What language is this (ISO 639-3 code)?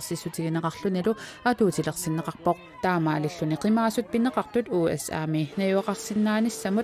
kal